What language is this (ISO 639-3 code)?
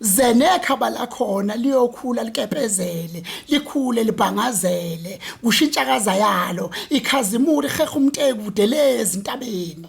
zul